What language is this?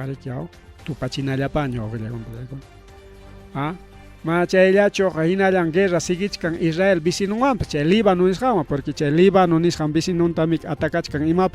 Ayacucho Quechua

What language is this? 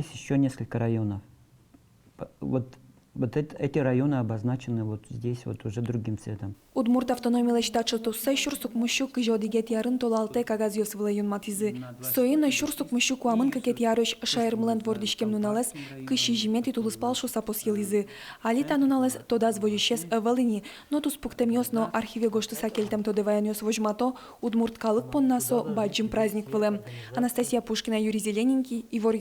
Udmurt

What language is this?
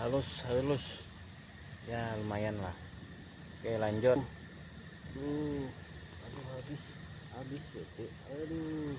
Banjar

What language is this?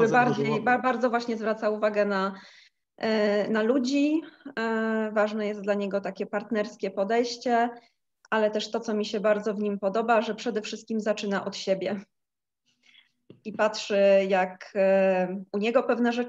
Polish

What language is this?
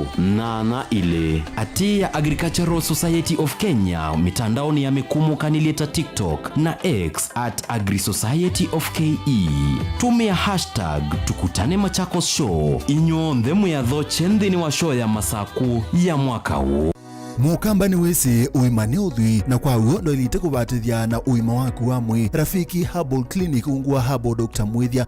Kamba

